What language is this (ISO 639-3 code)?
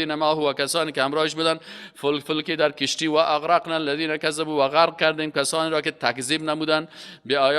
fas